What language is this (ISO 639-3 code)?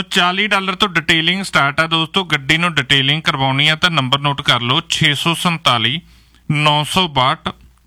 pan